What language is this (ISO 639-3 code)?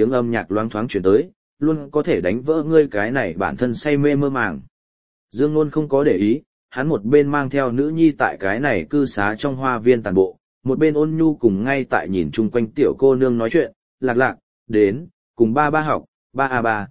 vie